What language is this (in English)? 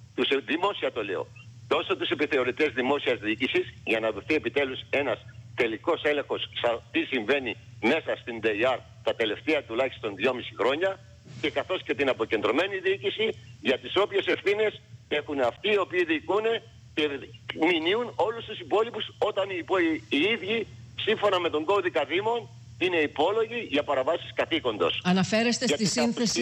Greek